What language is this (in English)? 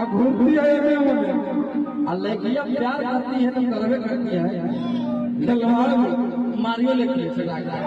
Magahi